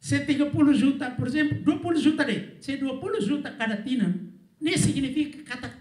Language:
Tetum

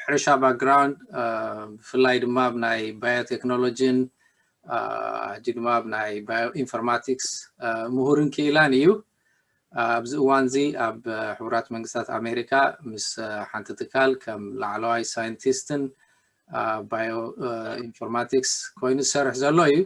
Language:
Tigrinya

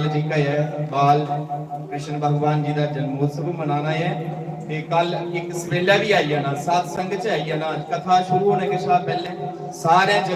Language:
Dogri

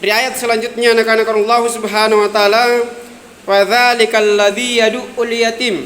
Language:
Makasar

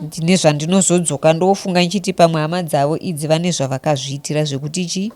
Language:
Shona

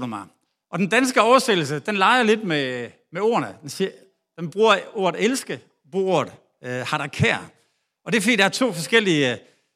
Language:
Danish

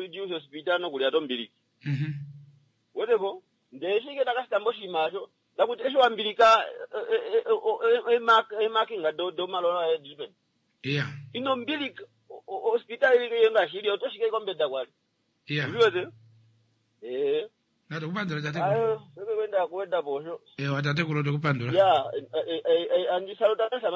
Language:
Kuanyama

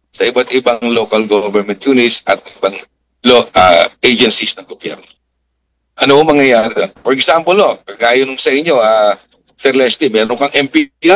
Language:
Filipino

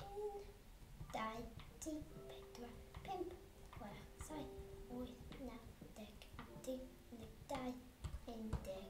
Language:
Welsh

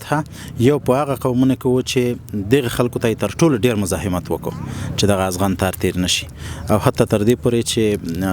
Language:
Pashto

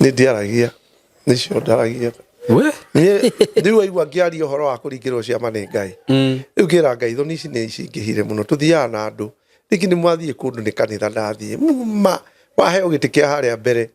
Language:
Kikuyu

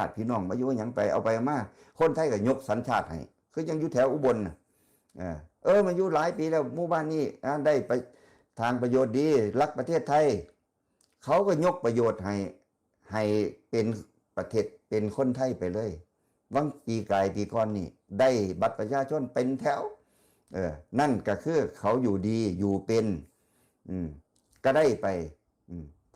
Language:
Northeastern Thai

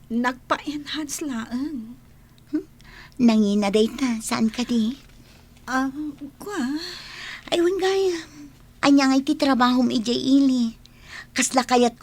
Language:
Iloko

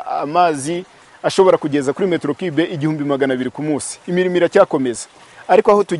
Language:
Kinyarwanda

